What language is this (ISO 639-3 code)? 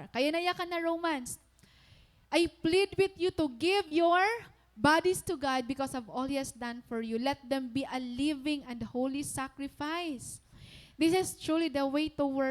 war